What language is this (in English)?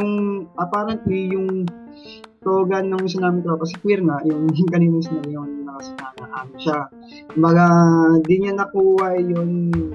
Filipino